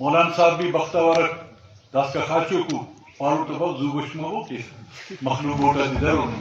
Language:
Brahui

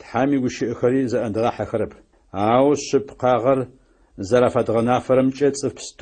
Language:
Adyghe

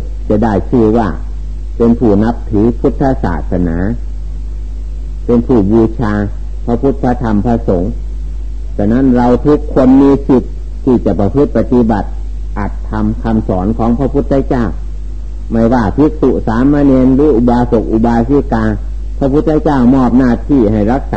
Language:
Thai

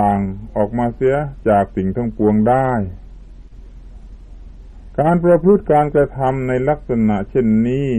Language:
Thai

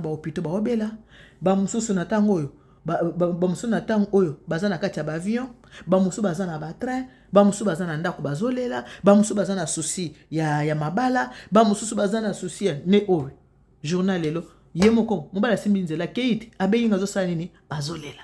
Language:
Lingala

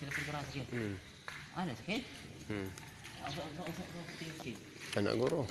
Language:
Cebuano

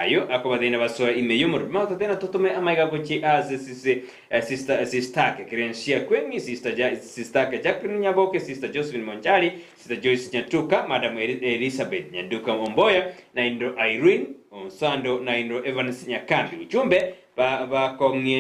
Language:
Gusii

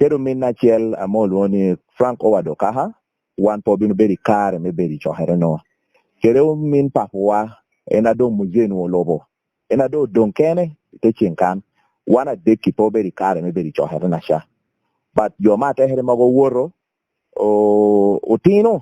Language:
Lango (Uganda)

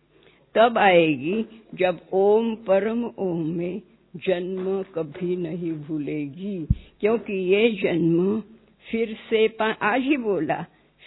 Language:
Hindi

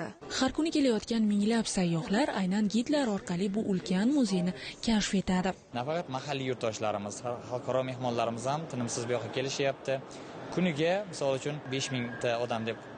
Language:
Uzbek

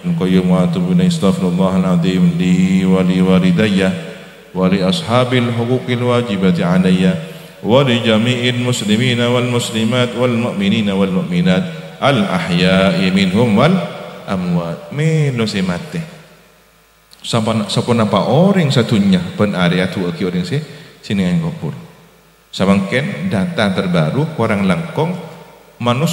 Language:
Madurese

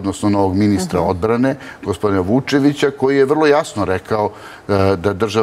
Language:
Serbian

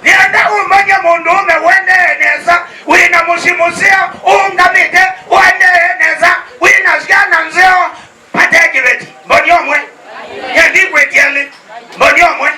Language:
Kamba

